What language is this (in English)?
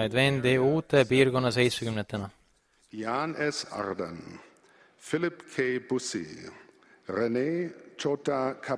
Estonian